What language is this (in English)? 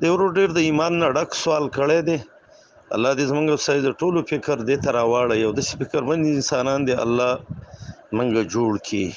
Pashto